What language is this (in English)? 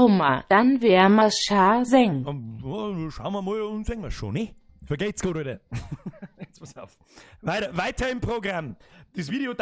Bavarian